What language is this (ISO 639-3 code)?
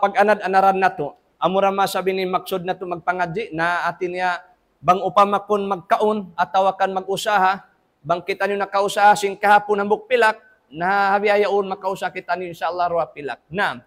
tsg